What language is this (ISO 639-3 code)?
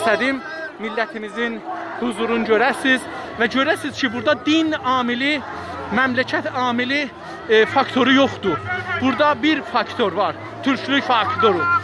azb